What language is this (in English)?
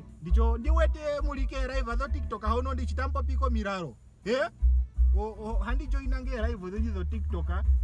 Ndonga